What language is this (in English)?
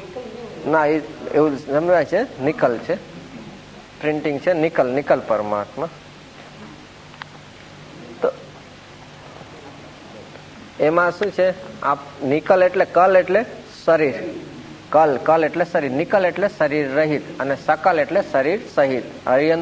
Gujarati